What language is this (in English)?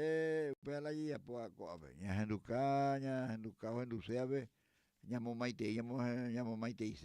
Guarani